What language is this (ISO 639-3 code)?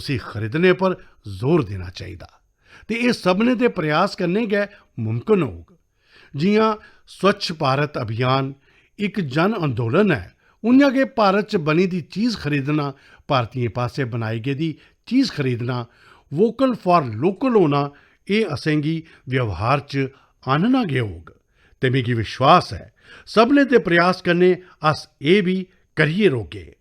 doi